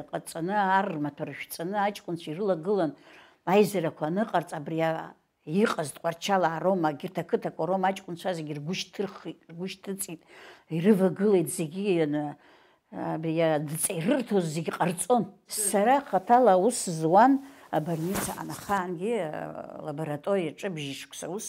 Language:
Abkhazian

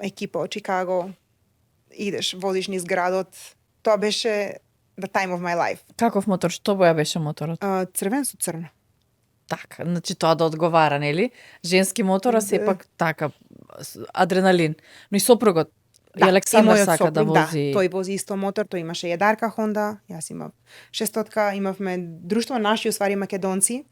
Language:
Macedonian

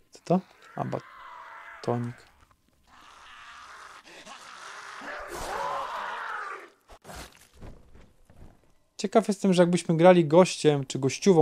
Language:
Polish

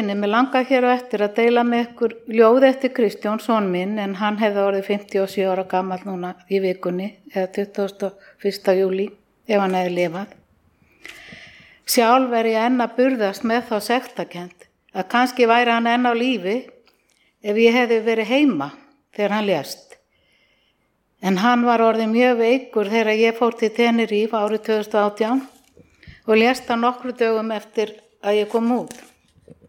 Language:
Icelandic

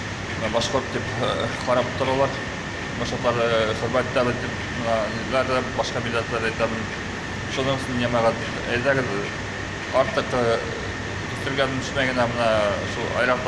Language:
Bashkir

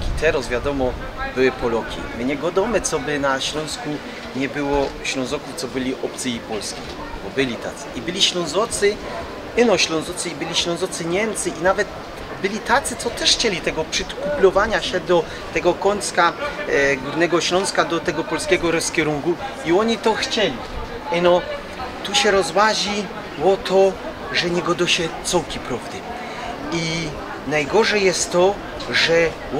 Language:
Silesian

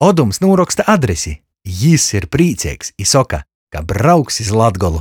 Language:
Latgalian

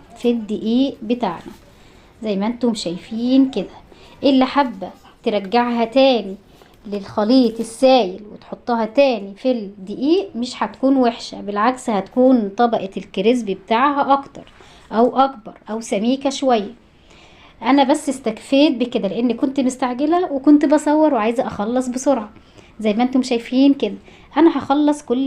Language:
Egyptian Arabic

